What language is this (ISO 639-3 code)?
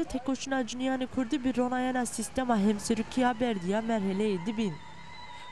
zza